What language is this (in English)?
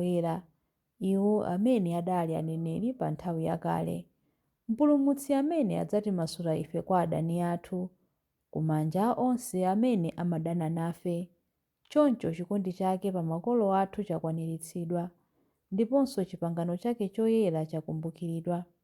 Nyanja